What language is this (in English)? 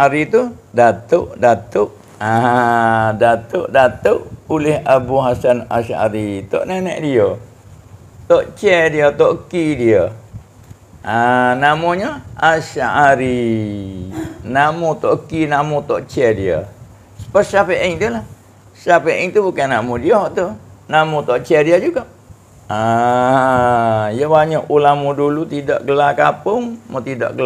Malay